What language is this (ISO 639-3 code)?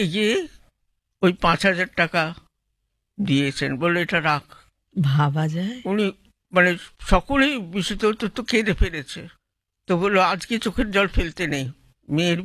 ben